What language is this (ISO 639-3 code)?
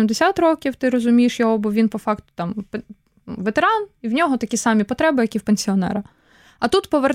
ukr